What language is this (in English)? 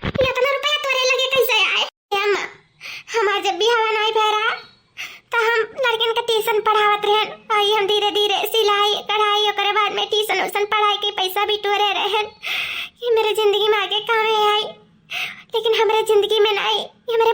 Awadhi